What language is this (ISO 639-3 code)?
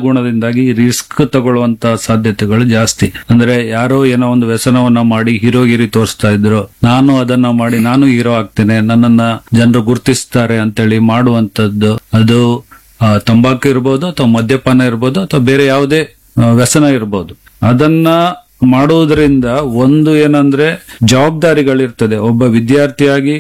kan